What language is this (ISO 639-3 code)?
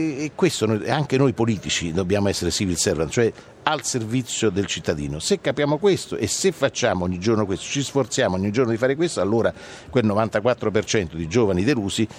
ita